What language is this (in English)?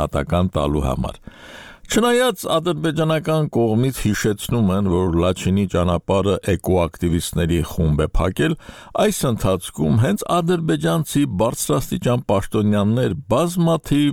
Armenian